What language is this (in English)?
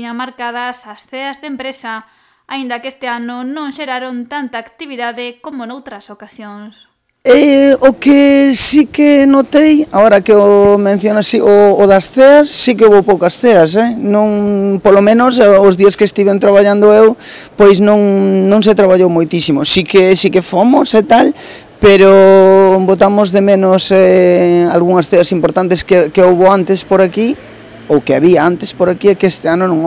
Galician